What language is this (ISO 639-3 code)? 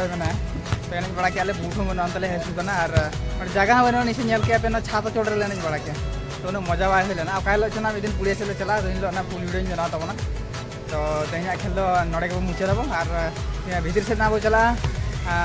sat